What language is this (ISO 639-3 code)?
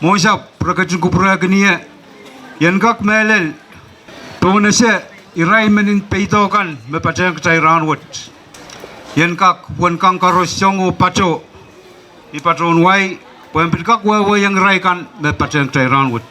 pon